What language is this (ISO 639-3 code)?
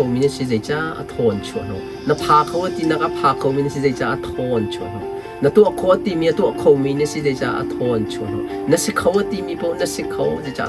cnh